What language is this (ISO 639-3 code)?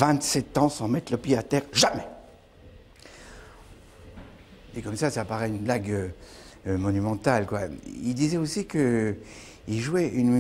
fra